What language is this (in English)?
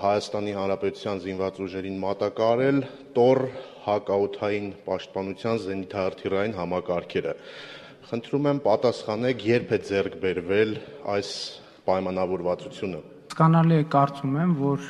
Armenian